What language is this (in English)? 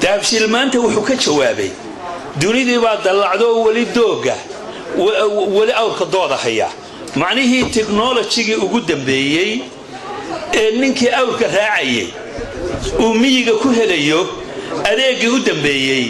Somali